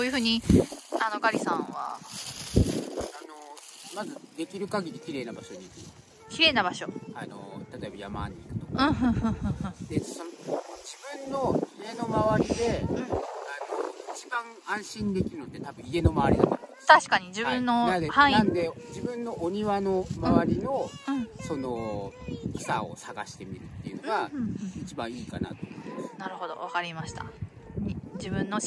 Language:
Japanese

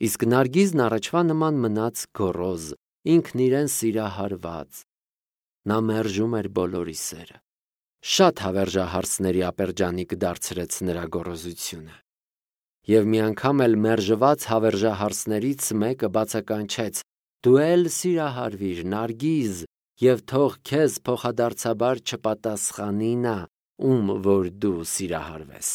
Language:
Armenian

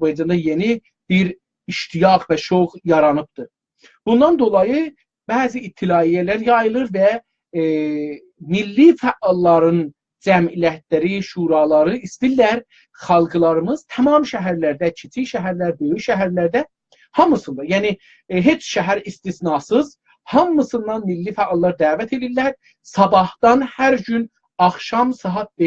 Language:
South Azerbaijani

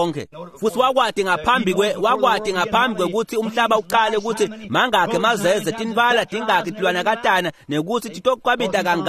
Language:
Swati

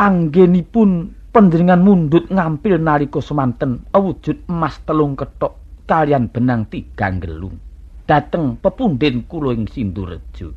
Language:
Javanese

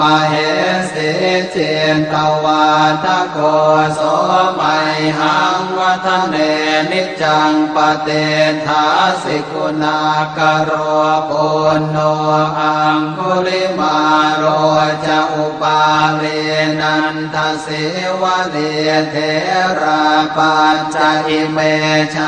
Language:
Pali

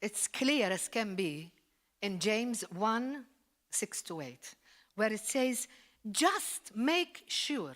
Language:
English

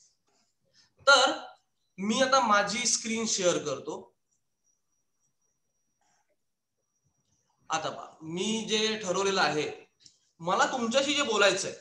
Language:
Marathi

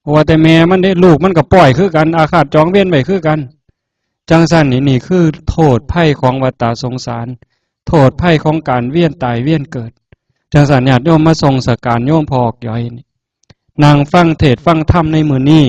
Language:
Northeastern Thai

